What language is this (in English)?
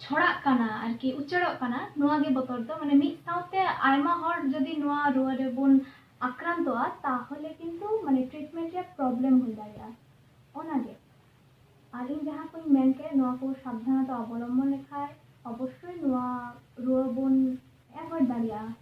Santali